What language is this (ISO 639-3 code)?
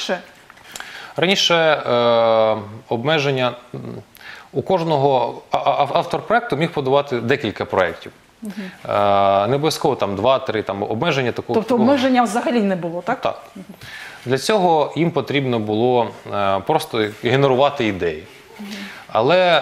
ukr